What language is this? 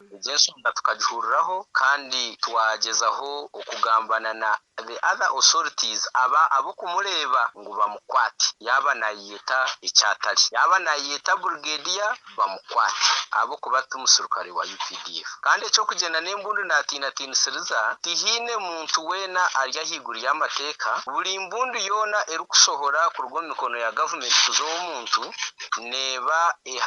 Nyankole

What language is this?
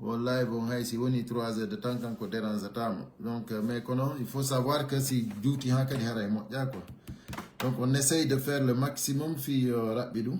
Pular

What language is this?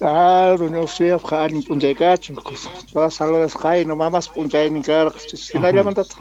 South Bolivian Quechua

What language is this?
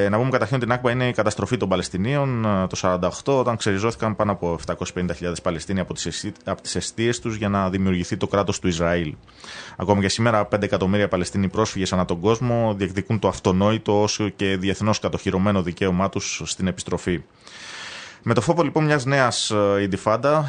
Greek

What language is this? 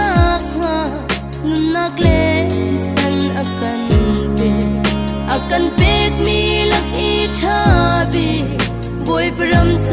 Falam Chin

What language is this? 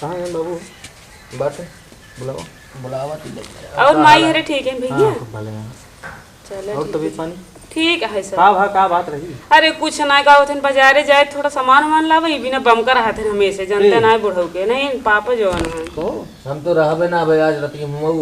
Awadhi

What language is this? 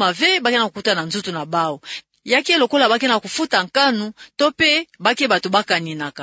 Kituba (Democratic Republic of Congo)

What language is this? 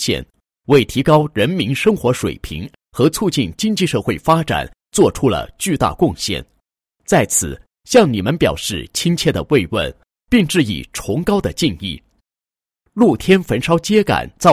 Chinese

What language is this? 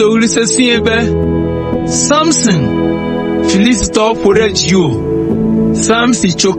Ewe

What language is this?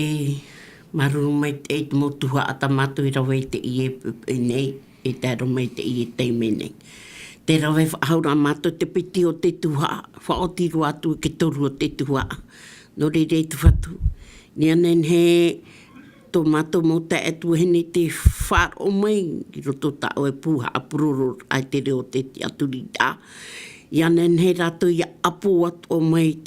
Tahitian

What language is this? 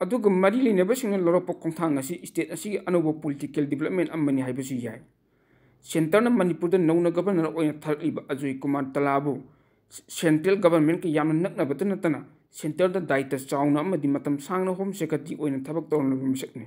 Manipuri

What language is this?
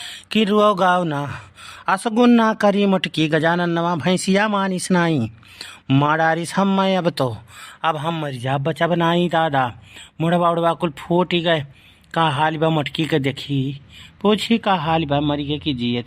Awadhi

